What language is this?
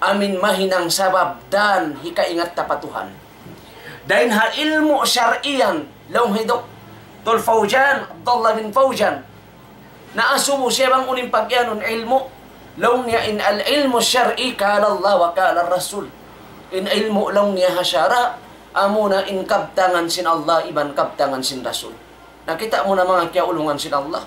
Tausug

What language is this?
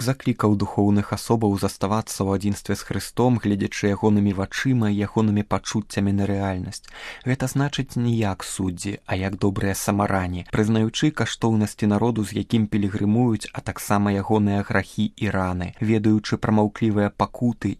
Belarusian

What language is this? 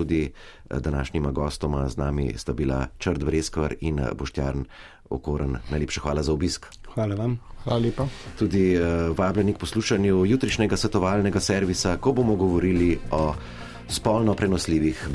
Slovenian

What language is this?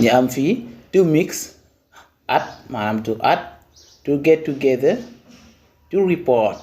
Wolof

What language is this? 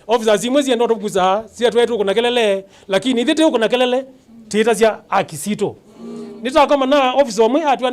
Kamba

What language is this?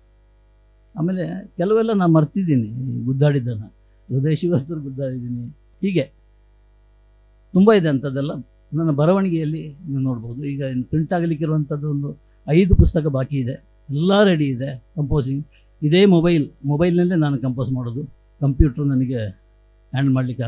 Kannada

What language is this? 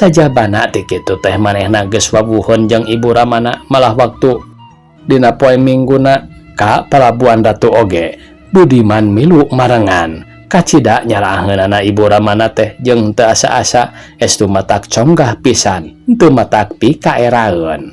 Sundanese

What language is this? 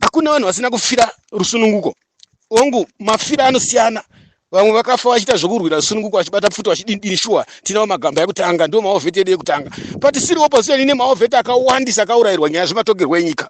Shona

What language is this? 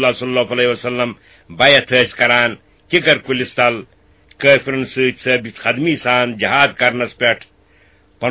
Kashmiri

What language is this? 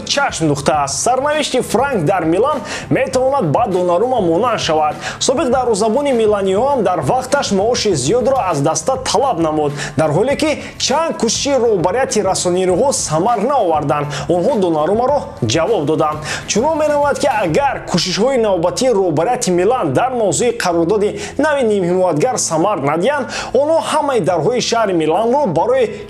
Tajik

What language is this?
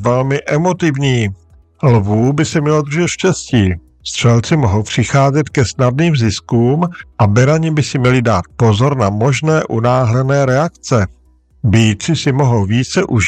Czech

